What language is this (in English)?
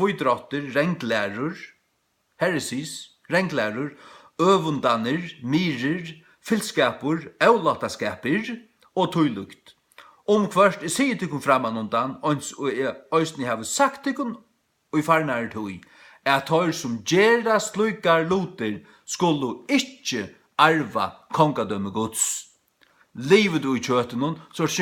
Faroese